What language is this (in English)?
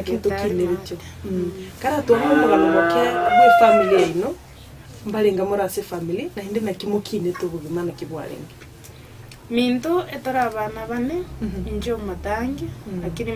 Gusii